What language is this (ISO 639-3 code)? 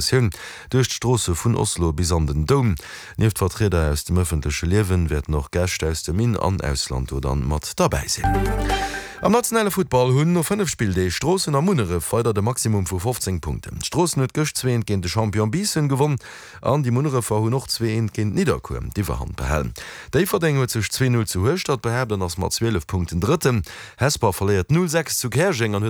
ltz